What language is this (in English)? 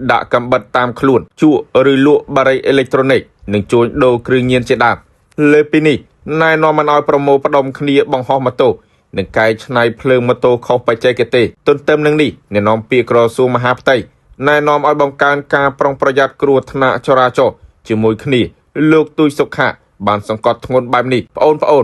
Khmer